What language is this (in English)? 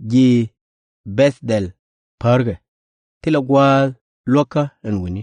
Nuer